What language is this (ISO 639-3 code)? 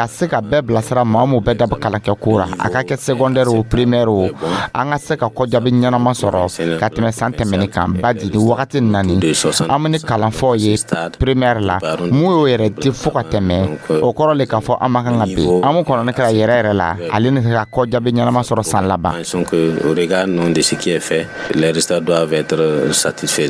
dyu